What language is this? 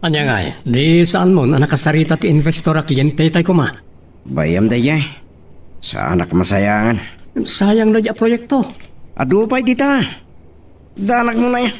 Iloko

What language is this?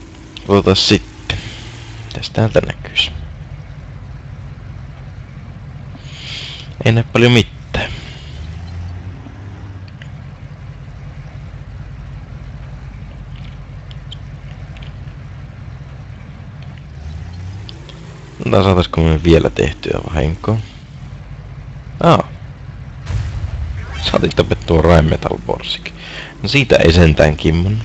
Finnish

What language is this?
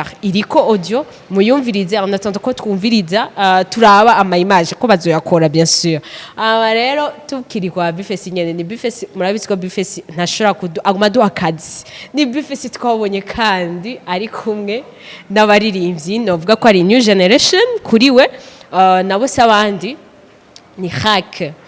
Rundi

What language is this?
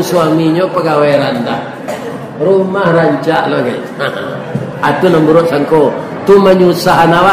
Minangkabau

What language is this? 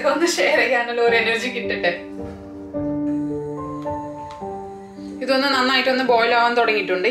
Malayalam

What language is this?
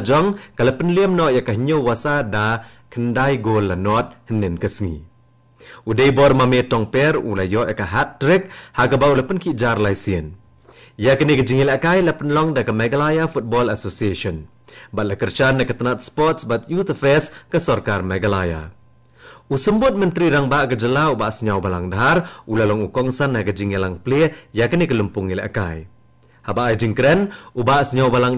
Khasi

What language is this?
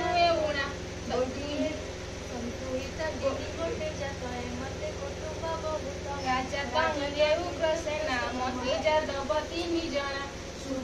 Odia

